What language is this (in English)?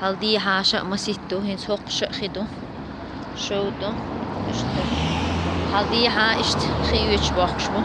Chechen